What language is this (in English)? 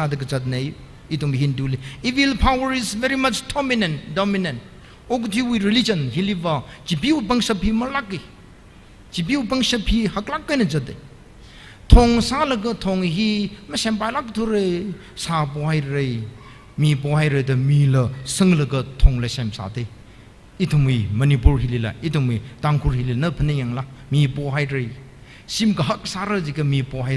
Tangkhul Naga (India)